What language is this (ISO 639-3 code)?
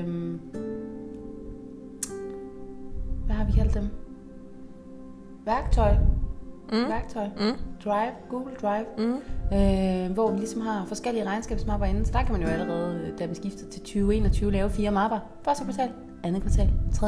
dan